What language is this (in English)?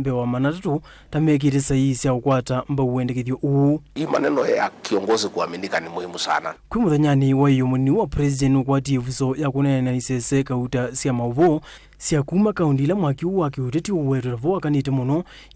Kamba